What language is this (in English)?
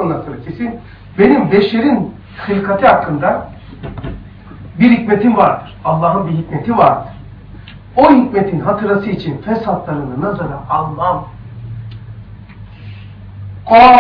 Turkish